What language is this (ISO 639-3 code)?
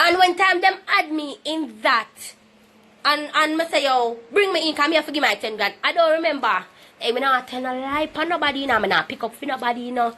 jam